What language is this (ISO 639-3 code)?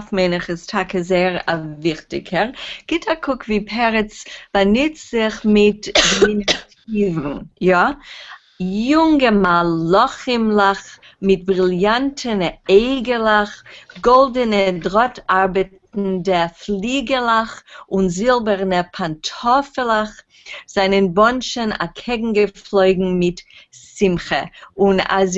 yid